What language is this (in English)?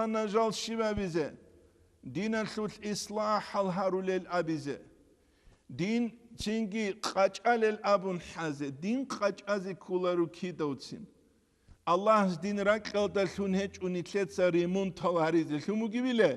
Avaric